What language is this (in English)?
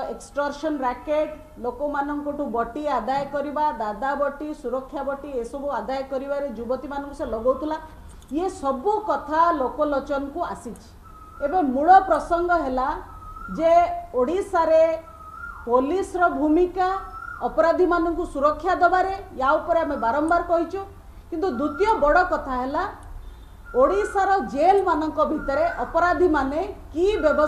Odia